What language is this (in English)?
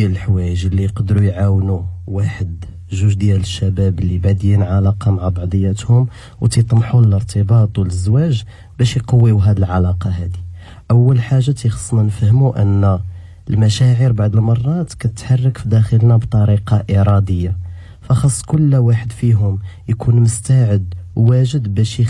Moroccan Arabic